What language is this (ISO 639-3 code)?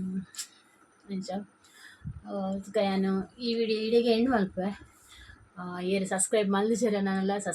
tcy